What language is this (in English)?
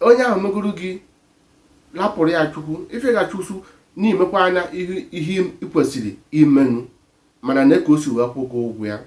Igbo